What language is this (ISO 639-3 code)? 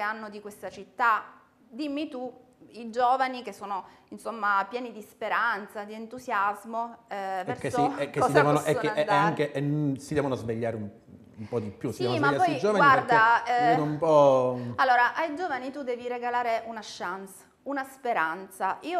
ita